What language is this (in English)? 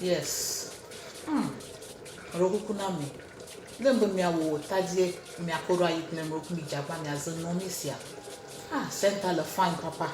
Ewe